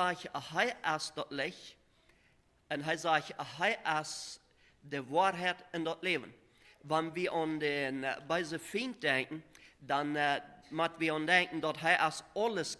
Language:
Plautdietsch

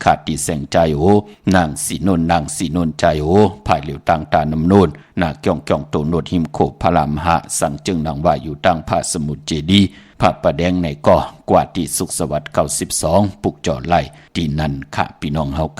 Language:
Shan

